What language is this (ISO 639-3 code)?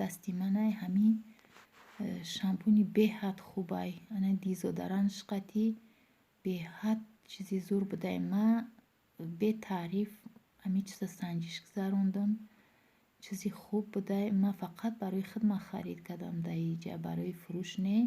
tgk